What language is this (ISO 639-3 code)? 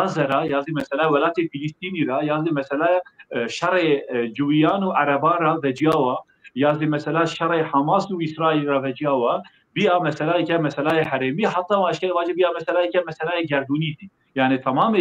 zza